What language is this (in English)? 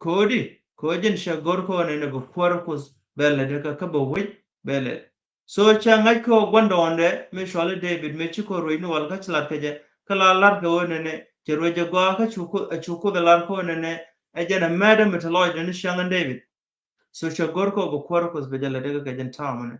Nuer